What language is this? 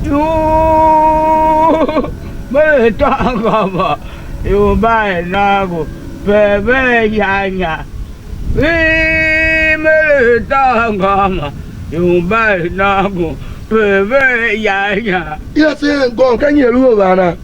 Tiv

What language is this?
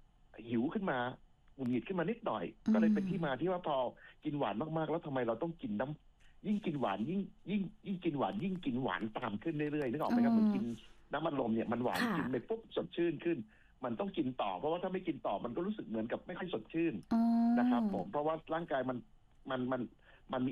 Thai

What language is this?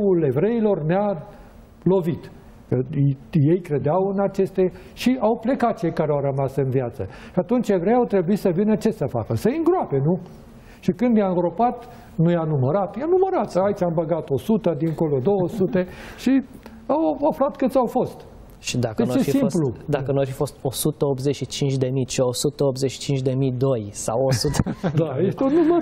Romanian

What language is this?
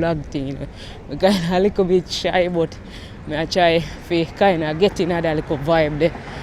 Jamaican Creole English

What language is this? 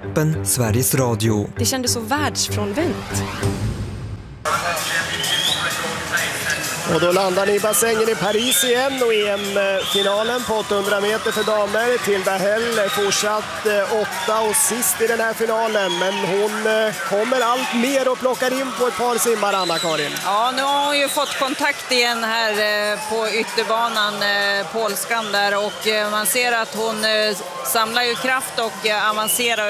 Swedish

